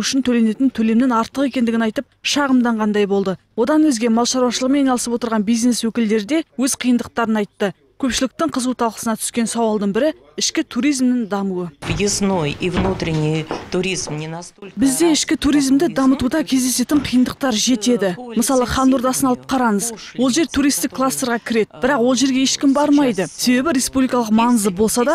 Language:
Kazakh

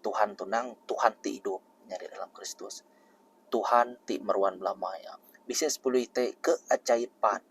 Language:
Iban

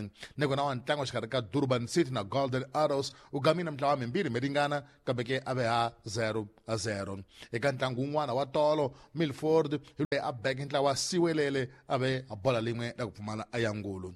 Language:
Tsonga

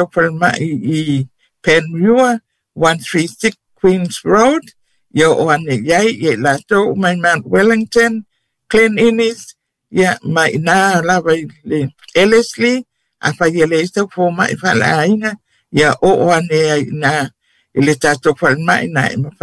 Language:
Samoan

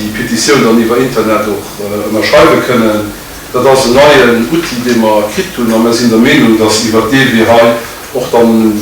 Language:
Luxembourgish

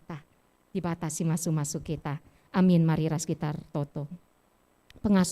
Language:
Batak Karo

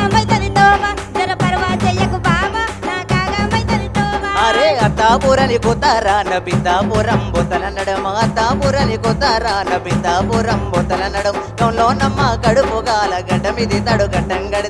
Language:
Telugu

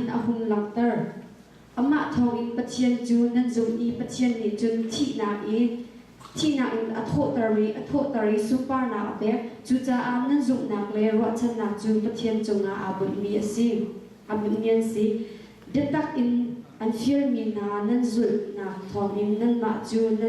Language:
Hakha Chin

